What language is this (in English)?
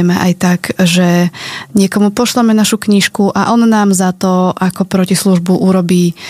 Slovak